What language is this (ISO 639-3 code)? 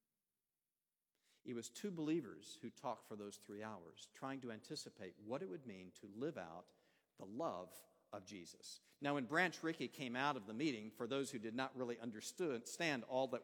eng